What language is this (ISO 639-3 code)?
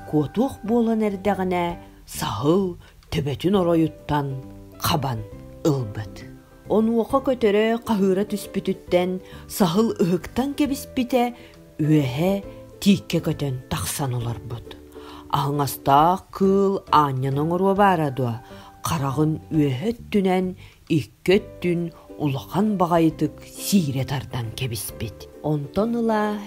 sah